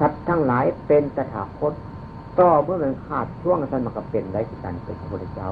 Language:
Northeastern Thai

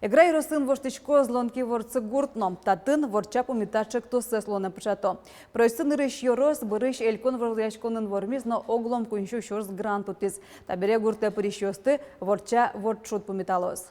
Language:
Udmurt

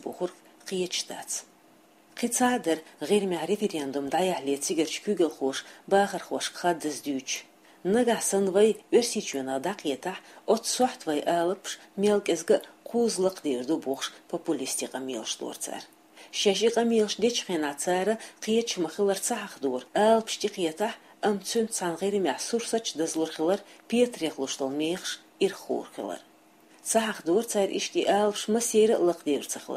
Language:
Chechen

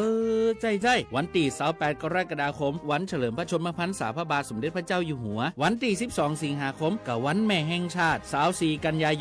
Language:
Lahu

